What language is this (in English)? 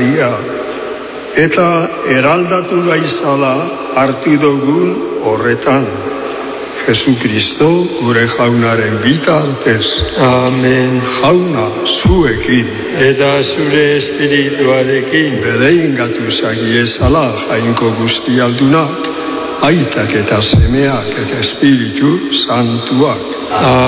Basque